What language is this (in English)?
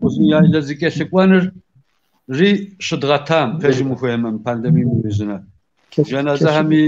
Kabardian